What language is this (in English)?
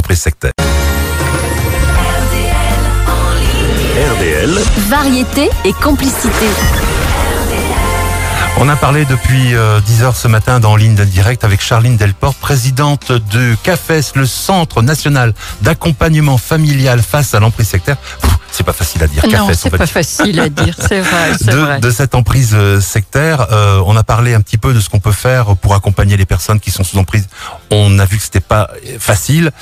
French